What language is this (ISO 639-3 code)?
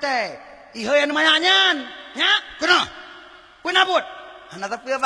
ace